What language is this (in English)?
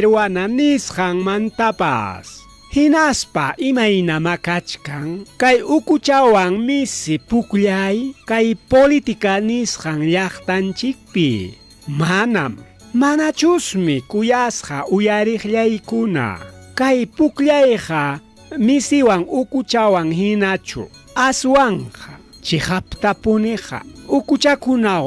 Ayacucho Quechua